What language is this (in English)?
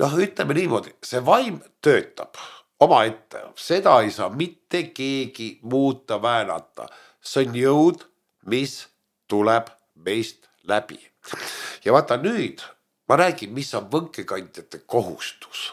Estonian